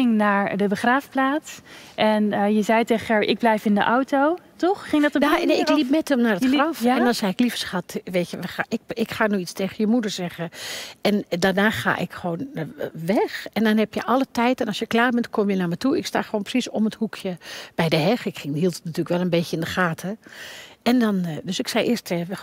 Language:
Dutch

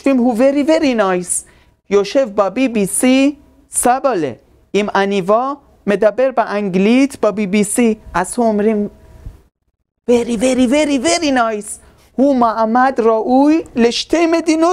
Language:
Hebrew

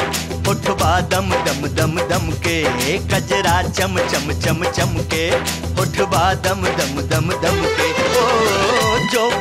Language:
Bhojpuri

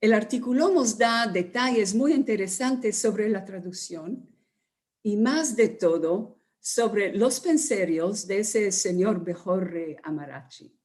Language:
Ladino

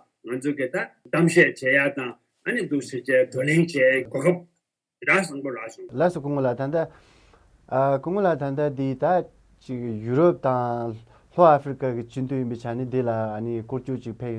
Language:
Tibetan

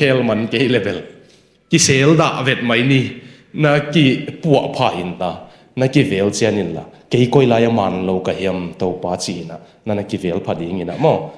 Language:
Tedim Chin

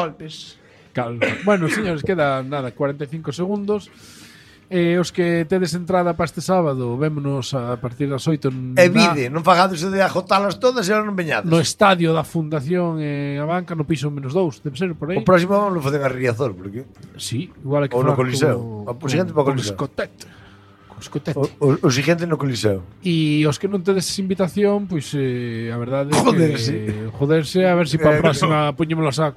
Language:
Galician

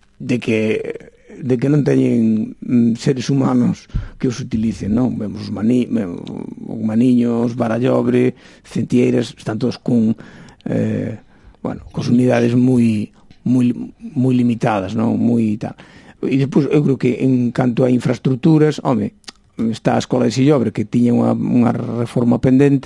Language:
Galician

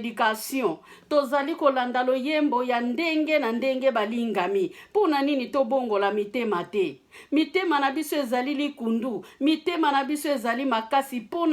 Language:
Lingala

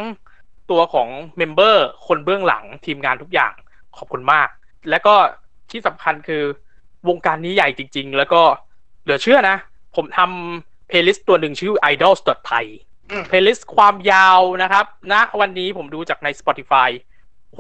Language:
Thai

